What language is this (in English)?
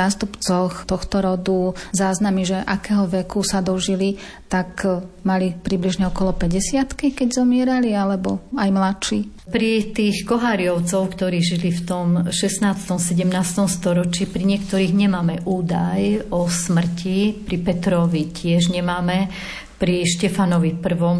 Slovak